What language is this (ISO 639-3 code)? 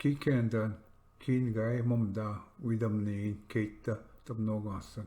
oji